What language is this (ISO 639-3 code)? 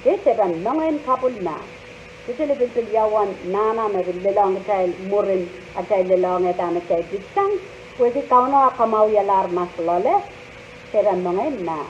pon